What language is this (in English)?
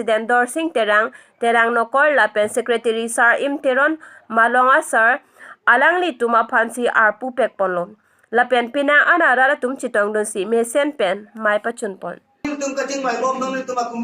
Karbi